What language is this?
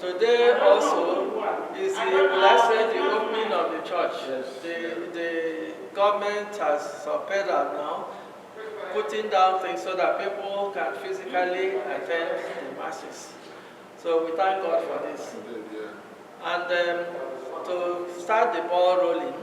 Igbo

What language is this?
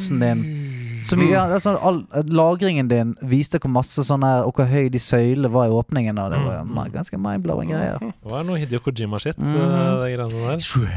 Norwegian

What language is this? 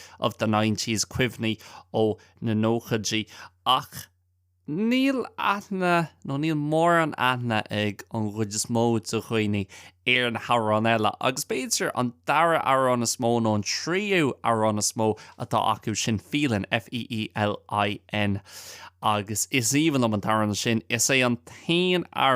Irish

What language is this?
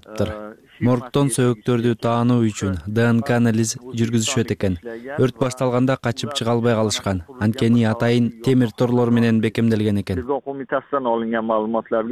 Kyrgyz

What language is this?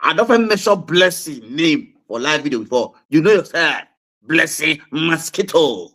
Nigerian Pidgin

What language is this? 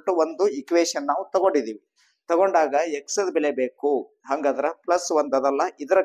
Kannada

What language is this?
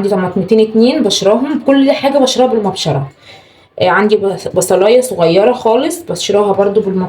Egyptian Arabic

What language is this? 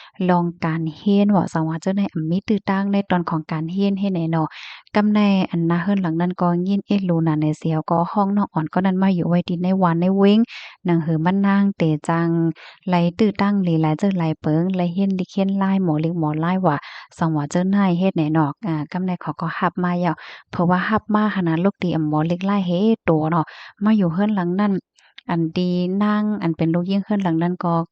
Shan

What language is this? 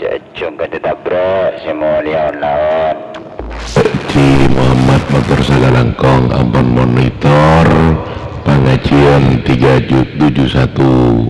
Madurese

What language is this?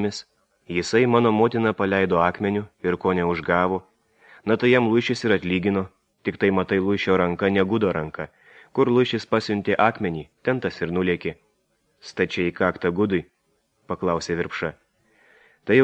Lithuanian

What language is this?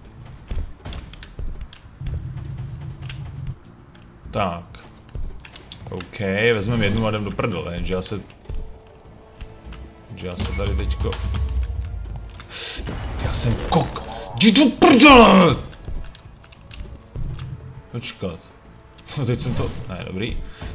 Czech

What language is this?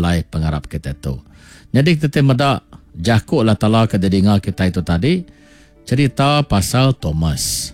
Iban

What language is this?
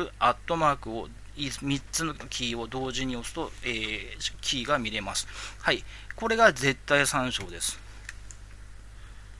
Japanese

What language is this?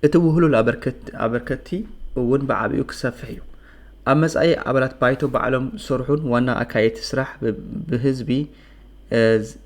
Tigrinya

